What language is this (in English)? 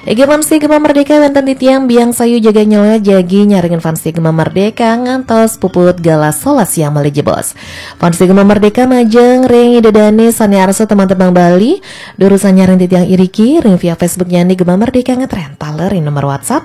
Balinese